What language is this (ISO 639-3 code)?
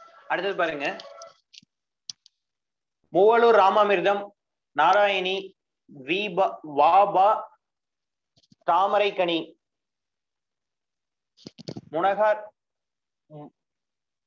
tam